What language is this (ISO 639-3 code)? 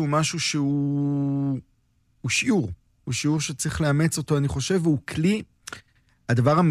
heb